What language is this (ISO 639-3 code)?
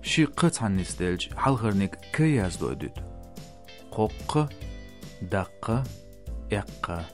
che